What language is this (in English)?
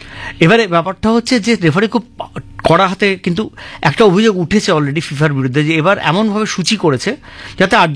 Bangla